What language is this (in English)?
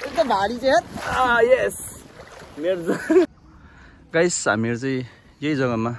Nepali